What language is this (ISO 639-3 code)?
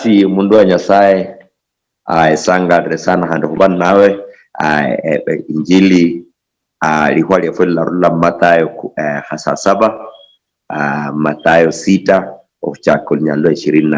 luy